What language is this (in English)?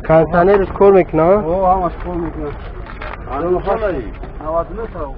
Tajik